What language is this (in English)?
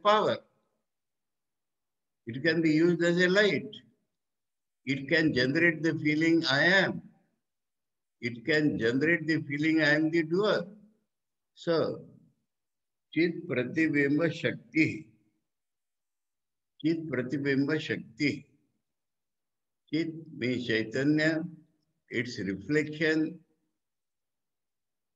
English